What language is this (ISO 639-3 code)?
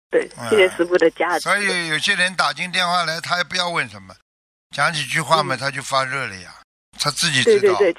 zho